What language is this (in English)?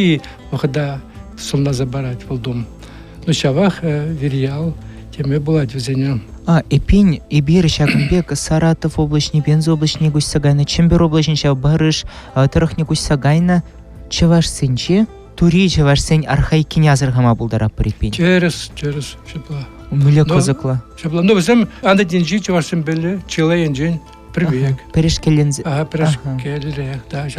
Chuvash